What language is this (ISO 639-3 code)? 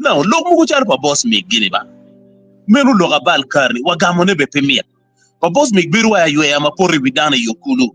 ach